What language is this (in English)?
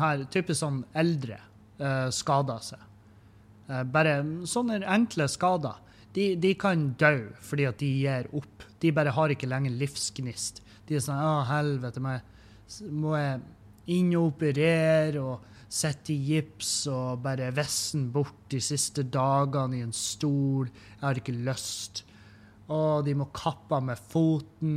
Norwegian